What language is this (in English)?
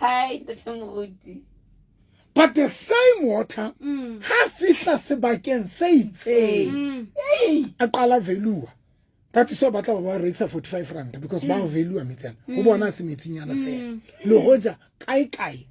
Southern Sotho